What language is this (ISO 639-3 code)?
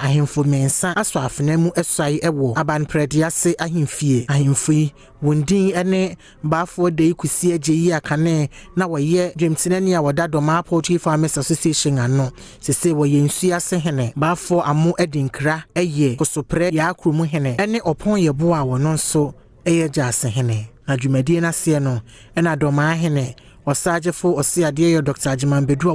aka